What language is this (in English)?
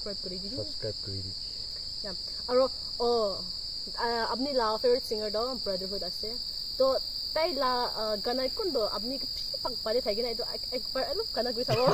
Naga Pidgin